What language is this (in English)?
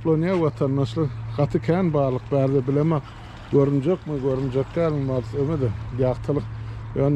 Turkmen